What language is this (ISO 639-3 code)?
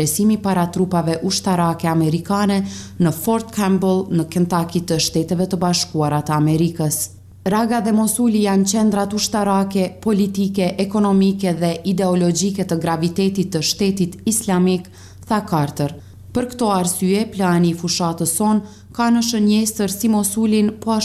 sqi